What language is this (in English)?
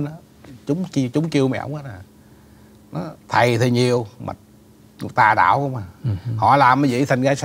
Vietnamese